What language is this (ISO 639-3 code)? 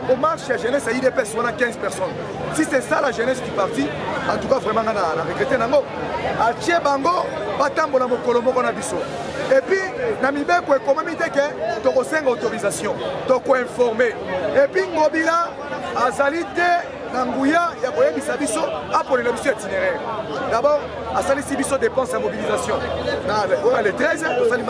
lin